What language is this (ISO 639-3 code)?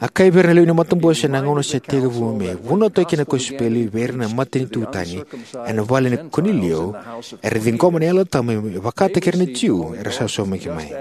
fij